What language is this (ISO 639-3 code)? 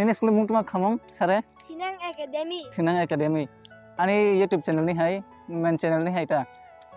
trp